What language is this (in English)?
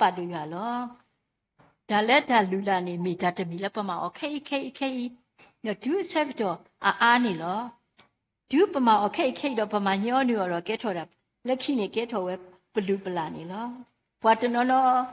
S'gaw Karen